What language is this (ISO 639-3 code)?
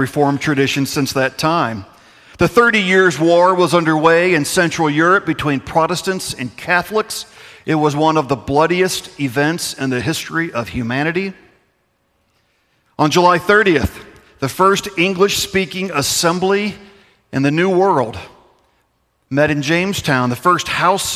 eng